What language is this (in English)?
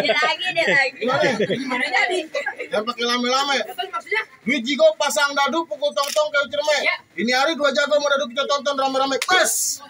Betawi